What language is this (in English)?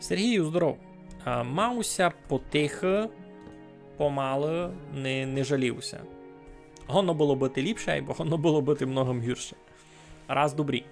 Rusyn